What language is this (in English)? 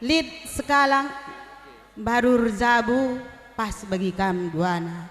Batak Karo